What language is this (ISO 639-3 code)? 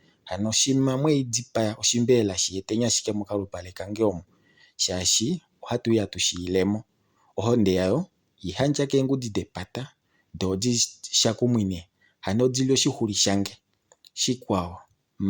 kua